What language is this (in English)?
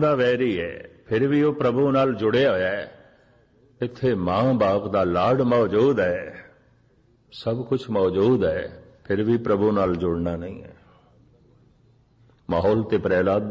Punjabi